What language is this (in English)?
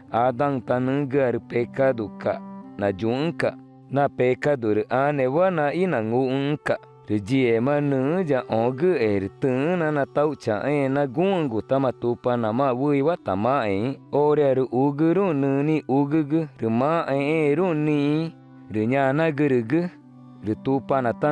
Ticuna